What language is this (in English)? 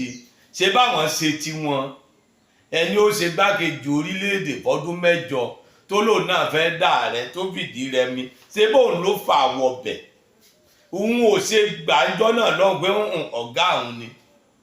Yoruba